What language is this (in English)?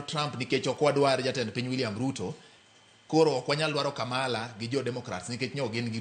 Luo (Kenya and Tanzania)